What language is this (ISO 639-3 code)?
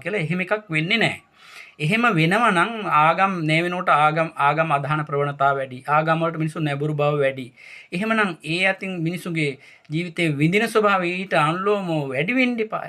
sin